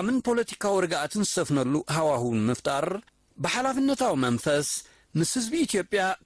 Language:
Tigrinya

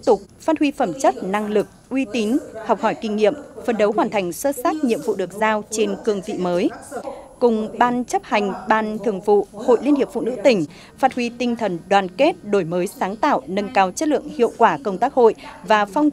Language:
Vietnamese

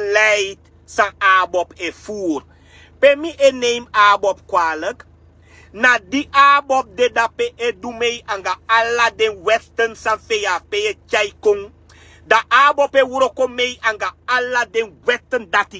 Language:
Sranan Tongo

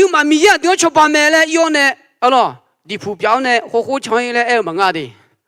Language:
Akha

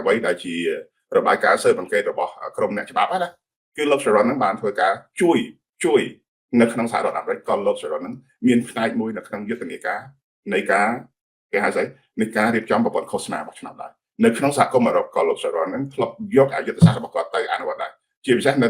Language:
Khmer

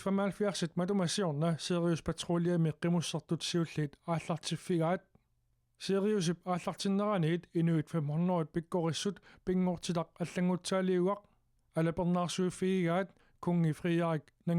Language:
Kalaallisut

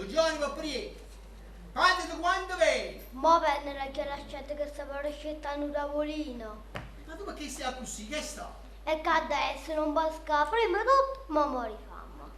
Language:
Neapolitan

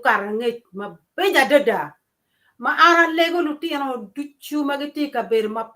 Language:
Acoli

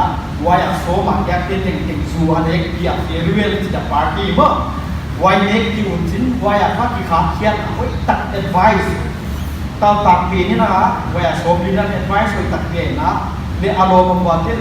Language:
Paite Chin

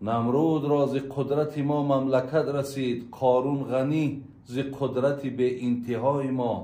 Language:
Tajik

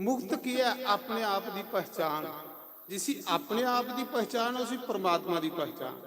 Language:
Dogri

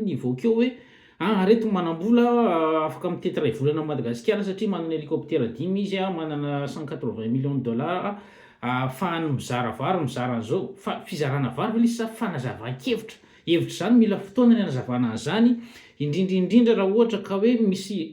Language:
Malagasy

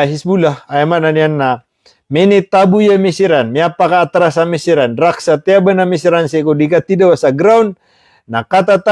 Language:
Maranao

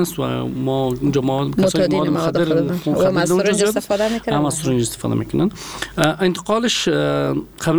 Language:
Persian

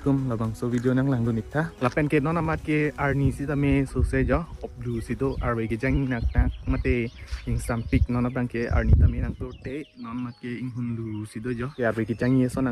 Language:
Karbi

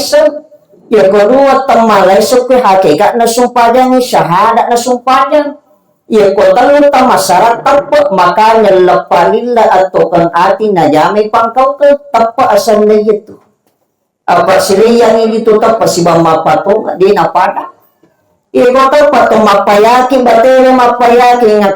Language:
Buginese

